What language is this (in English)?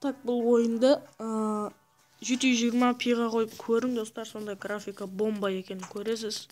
Kara-Kalpak